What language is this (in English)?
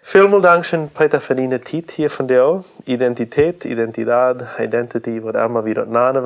Plautdietsch